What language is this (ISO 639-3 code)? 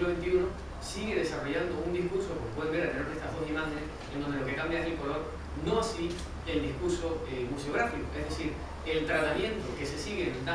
spa